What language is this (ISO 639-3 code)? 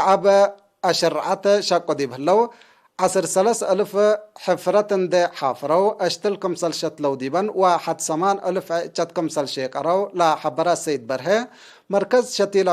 tig